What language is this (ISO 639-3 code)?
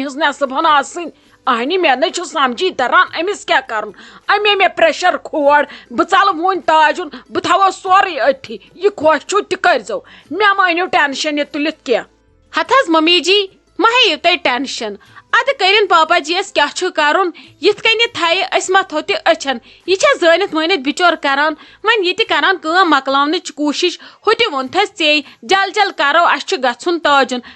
kas